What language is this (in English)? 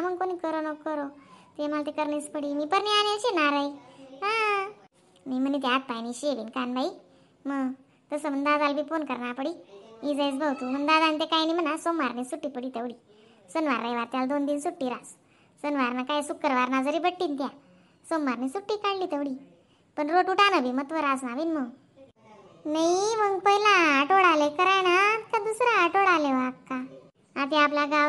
Khandesi